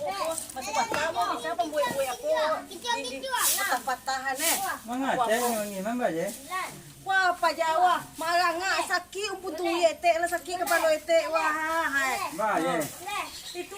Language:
Minangkabau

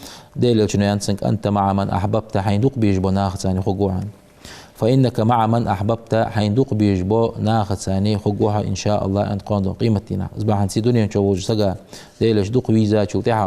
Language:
Ingush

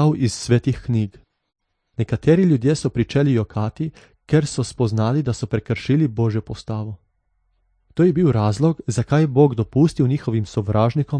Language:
Slovenian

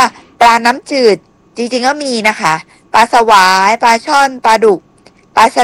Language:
Thai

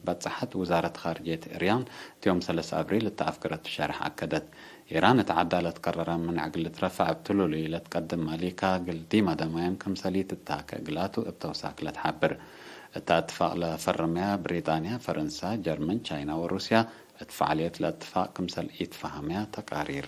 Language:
Tigre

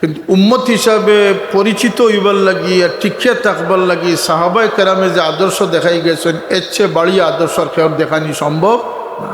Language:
Sylheti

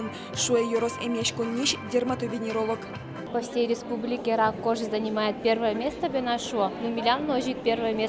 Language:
Udmurt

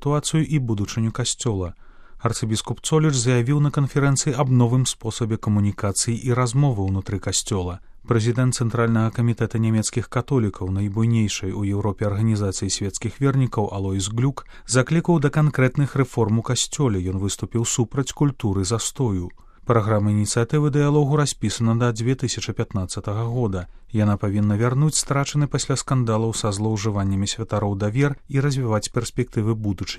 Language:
Belarusian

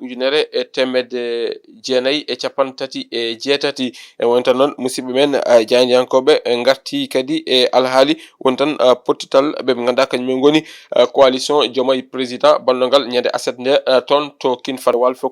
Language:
Fula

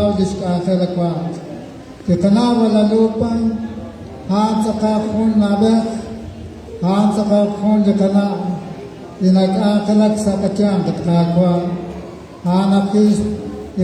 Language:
Kekchí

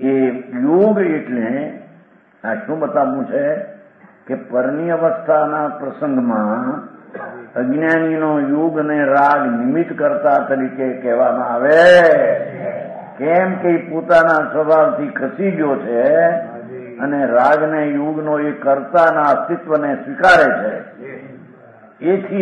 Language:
Gujarati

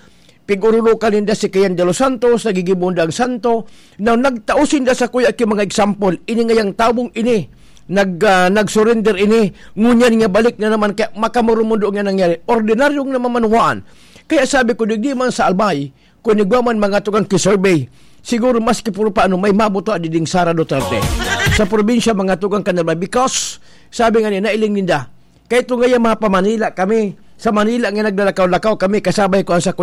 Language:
Bikol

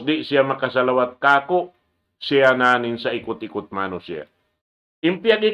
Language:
Tausug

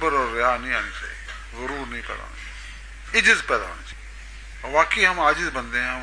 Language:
Urdu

